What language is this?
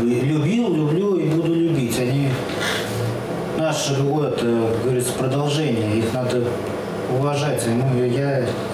Russian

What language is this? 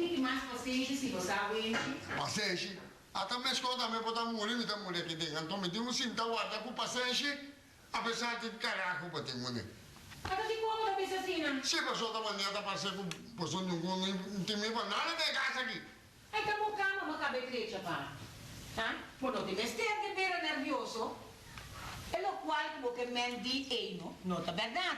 Papiamento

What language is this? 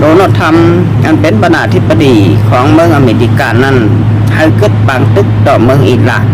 Shan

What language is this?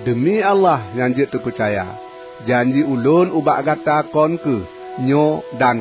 Achinese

